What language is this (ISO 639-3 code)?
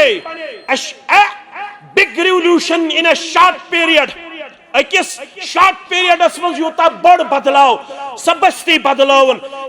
kas